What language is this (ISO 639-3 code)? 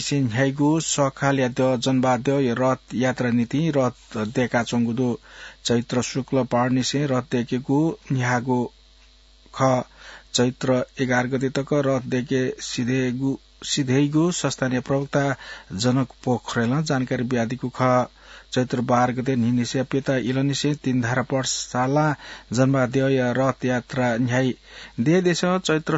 new